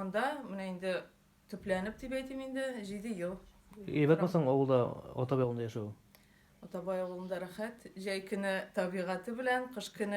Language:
Tatar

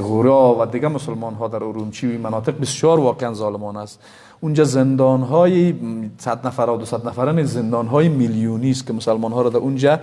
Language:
Persian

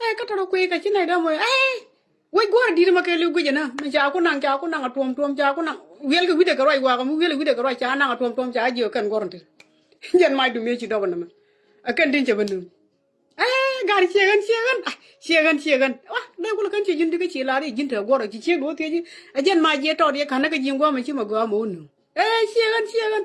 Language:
Nuer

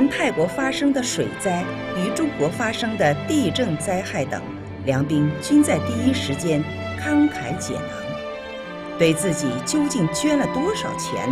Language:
Chinese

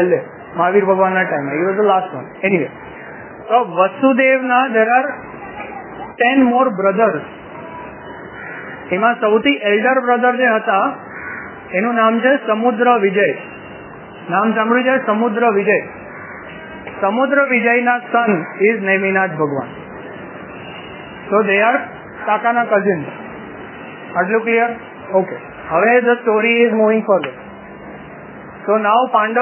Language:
Gujarati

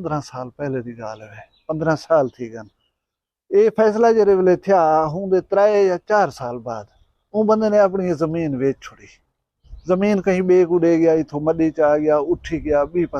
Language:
Saraiki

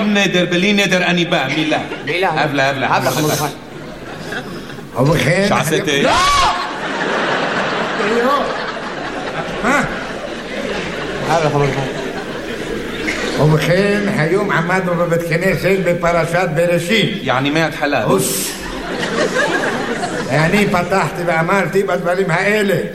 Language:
Hebrew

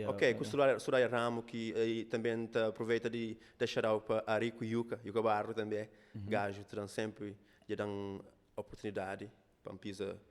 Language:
Kabuverdianu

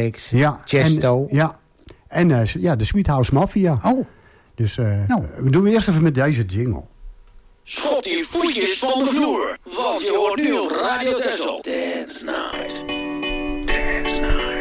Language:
Dutch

